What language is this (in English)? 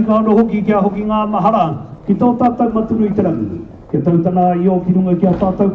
Māori